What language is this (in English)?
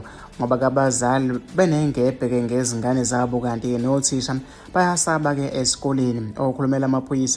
Zulu